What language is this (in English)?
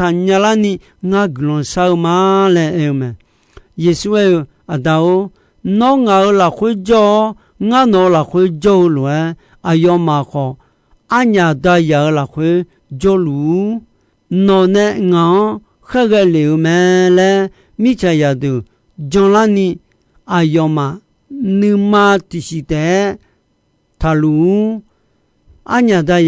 Akha